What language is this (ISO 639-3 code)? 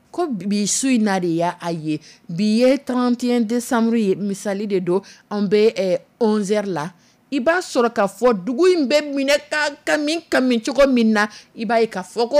dyu